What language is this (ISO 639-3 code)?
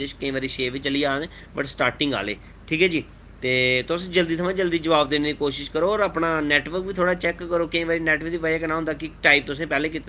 doi